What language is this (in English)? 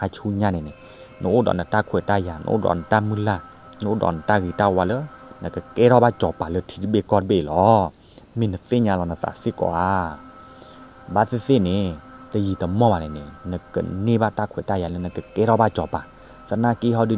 S'gaw Karen